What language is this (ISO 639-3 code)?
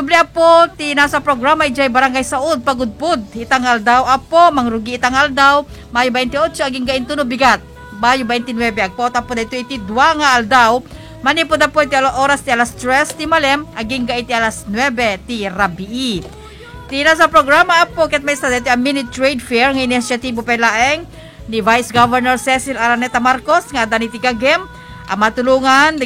ilo